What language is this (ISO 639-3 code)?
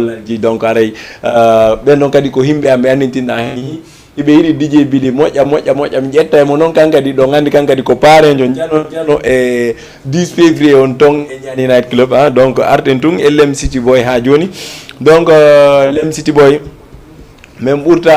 ful